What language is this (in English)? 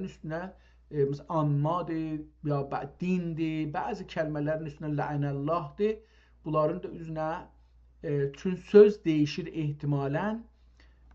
South Azerbaijani